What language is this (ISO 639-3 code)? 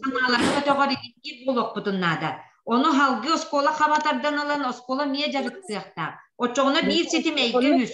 sah